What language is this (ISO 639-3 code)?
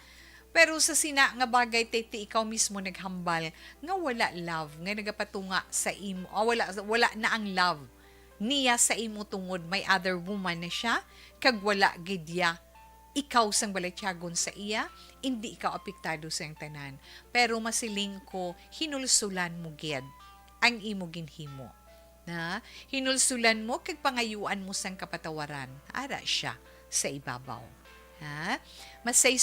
hil